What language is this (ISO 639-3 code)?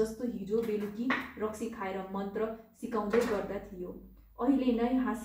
nep